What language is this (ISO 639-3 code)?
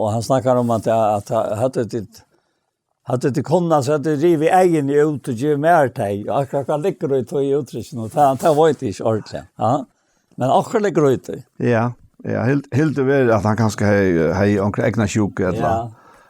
fao